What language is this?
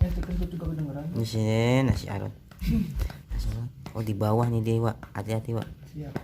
Betawi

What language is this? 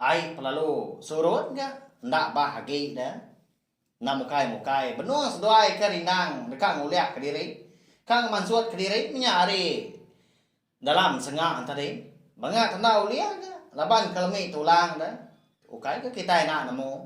Iban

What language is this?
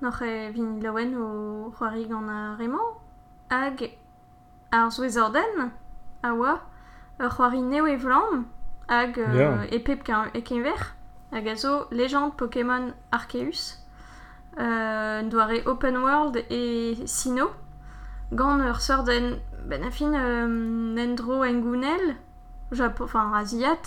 Breton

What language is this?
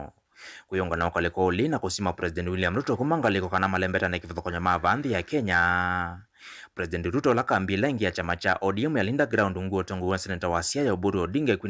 Kamba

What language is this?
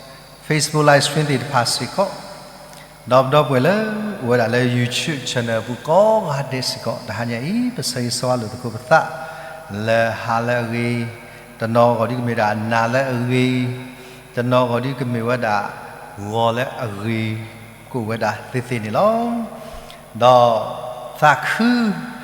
S'gaw Karen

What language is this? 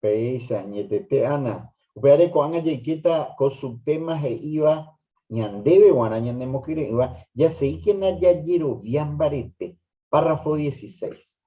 Guarani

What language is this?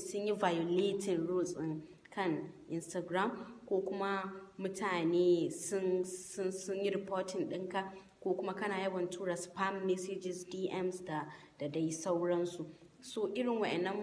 Hausa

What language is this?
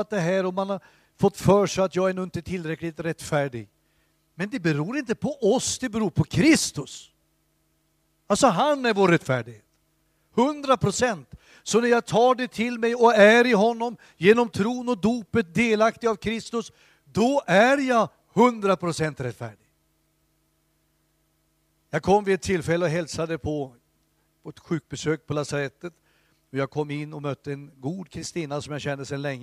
Swedish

